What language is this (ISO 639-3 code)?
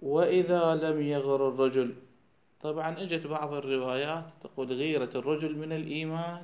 acm